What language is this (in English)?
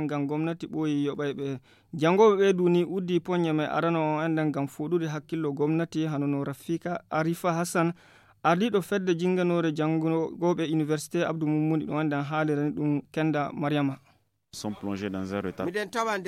Nigerian Fulfulde